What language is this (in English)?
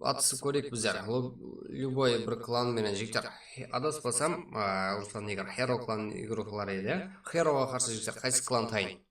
Kara-Kalpak